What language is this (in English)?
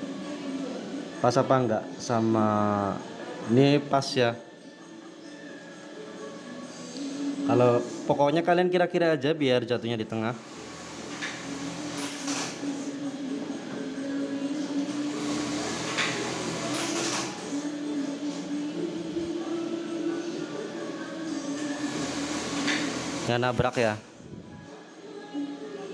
Indonesian